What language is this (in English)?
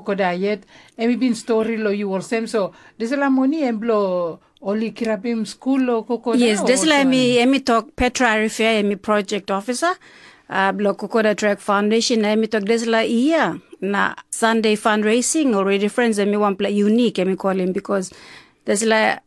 Tok Pisin